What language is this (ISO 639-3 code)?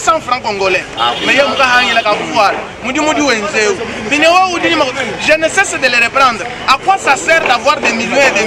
lua